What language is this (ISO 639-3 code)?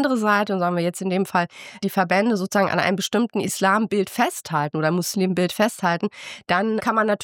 deu